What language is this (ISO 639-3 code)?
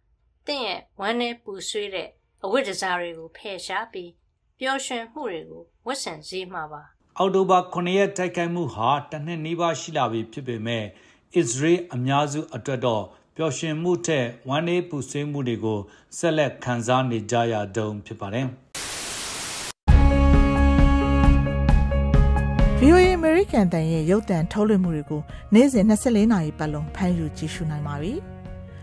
mya